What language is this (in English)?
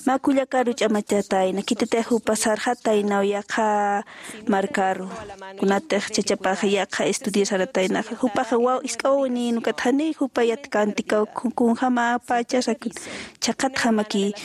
Aymara